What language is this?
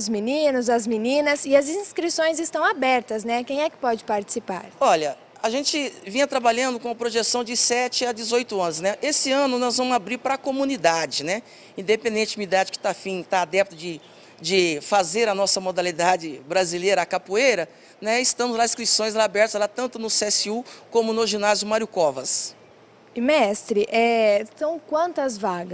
Portuguese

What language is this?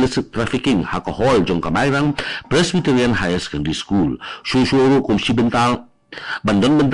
Khasi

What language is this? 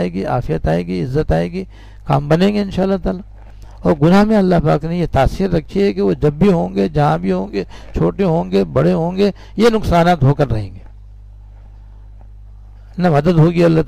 Urdu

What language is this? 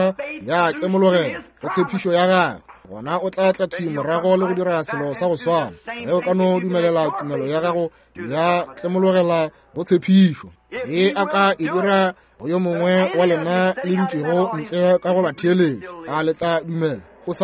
Northern Sotho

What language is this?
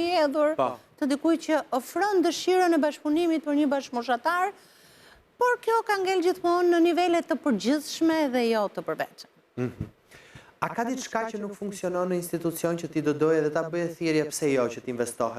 Albanian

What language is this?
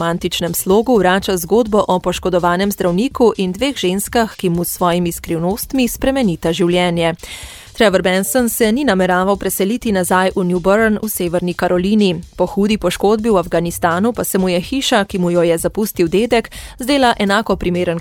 Slovenian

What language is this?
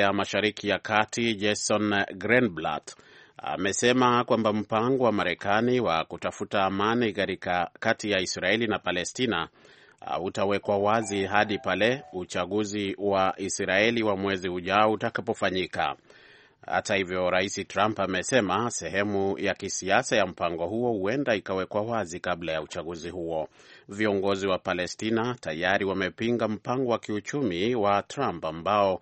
Swahili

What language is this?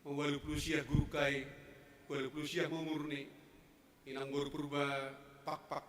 Batak Simalungun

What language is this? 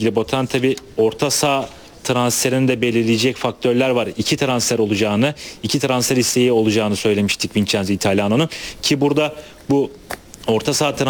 Turkish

